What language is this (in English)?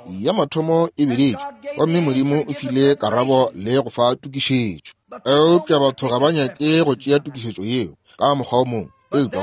Northern Sotho